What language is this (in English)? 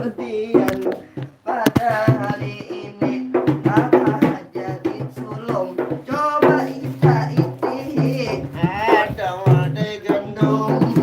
Banjar